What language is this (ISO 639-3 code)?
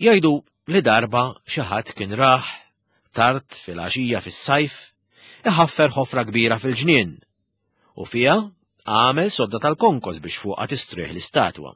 mlt